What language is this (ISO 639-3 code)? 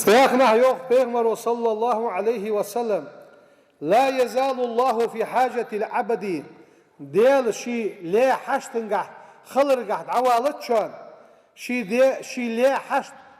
inh